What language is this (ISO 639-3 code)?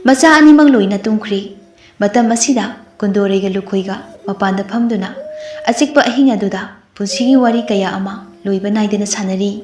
mni